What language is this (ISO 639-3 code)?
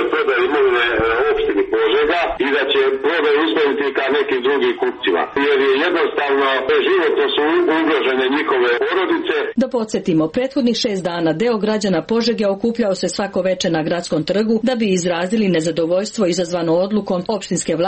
srp